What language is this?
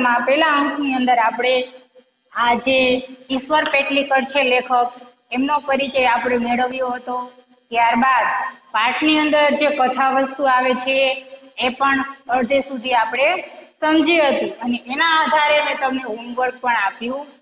Gujarati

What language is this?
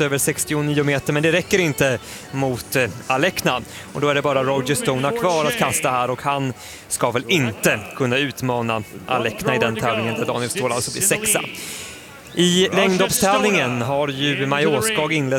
Swedish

